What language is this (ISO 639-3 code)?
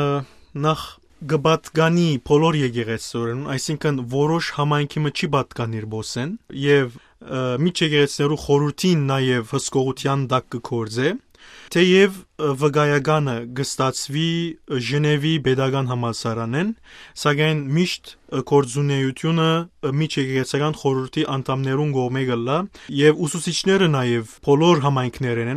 hyw